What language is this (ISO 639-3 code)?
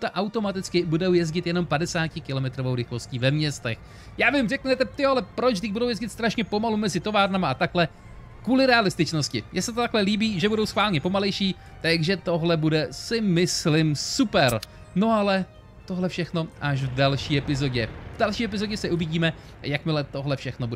ces